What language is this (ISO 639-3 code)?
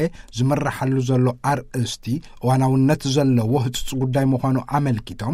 tir